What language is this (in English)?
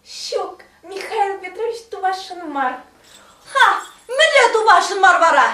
Chuvash